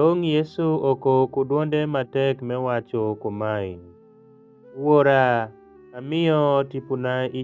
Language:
Alur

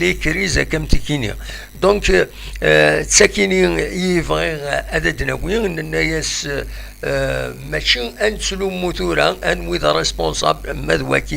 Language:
Kabyle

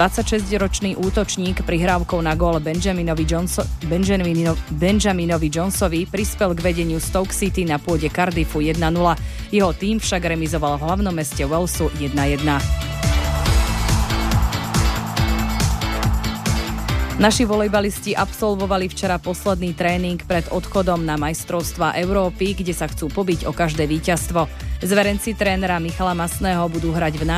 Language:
Slovak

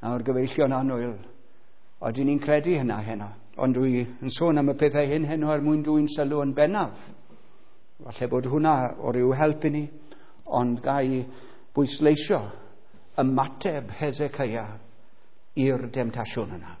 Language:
Welsh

